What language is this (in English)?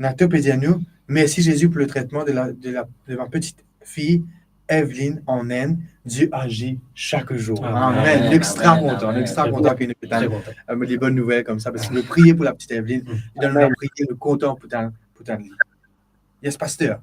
Morisyen